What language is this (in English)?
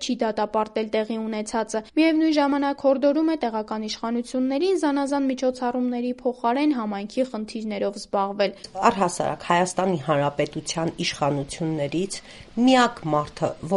Armenian